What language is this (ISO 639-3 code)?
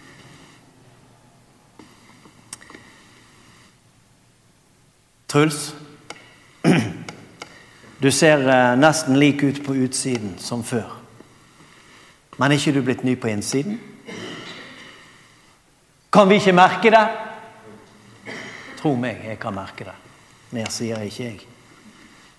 nor